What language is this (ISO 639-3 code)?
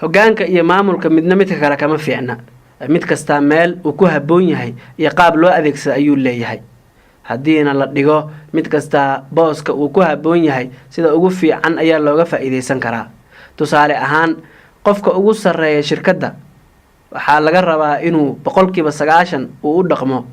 som